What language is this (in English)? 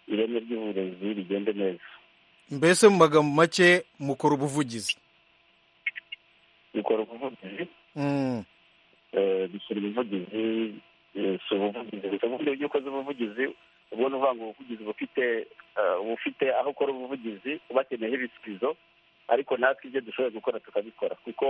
Kinyarwanda